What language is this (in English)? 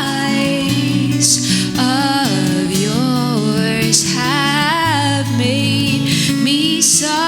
Faroese